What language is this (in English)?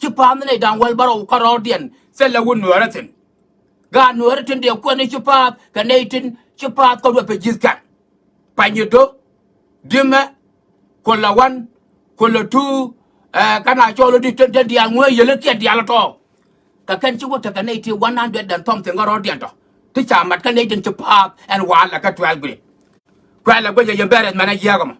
Nuer